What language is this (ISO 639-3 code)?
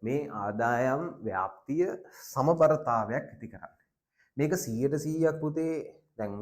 sin